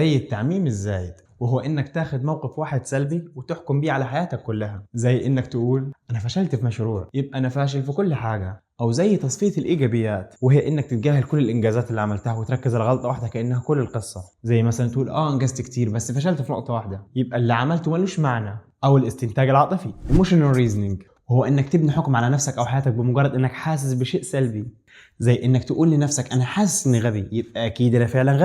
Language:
Egyptian Arabic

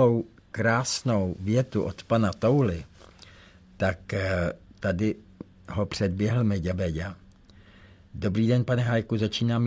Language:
Czech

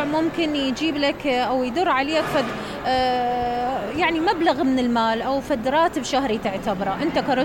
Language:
Mesopotamian Arabic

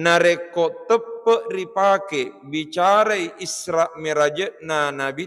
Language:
Buginese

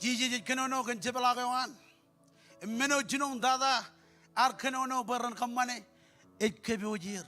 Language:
Marshallese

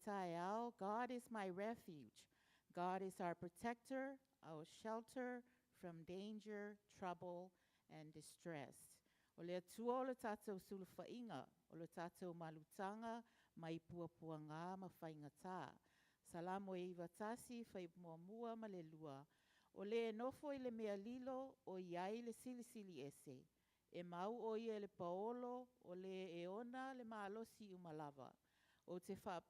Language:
Samoan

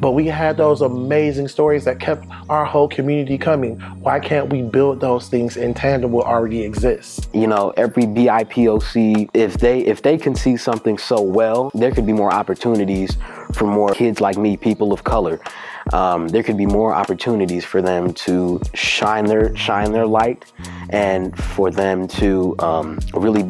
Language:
English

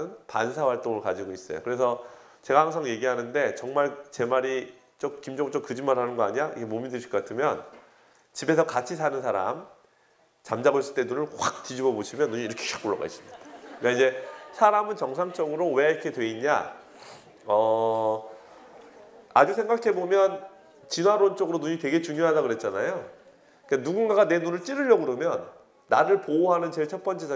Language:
Korean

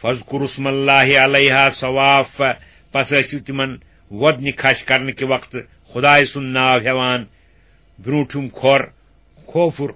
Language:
Kashmiri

